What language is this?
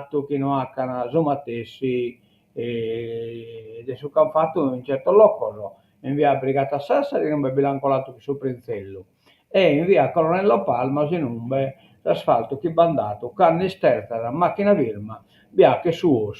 Sardinian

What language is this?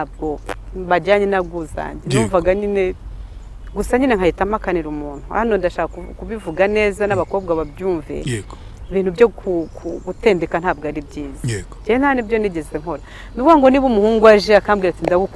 Kinyarwanda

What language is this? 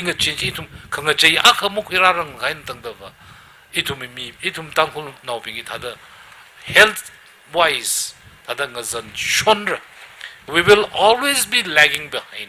Tangkhul Naga (India)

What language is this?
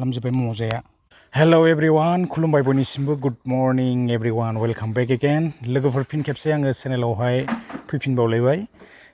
Bodo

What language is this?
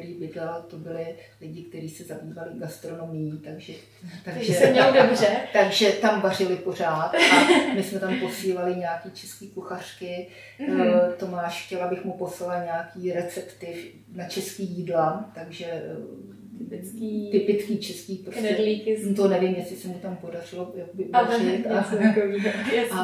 Czech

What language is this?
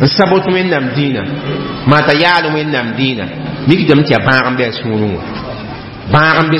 Mossi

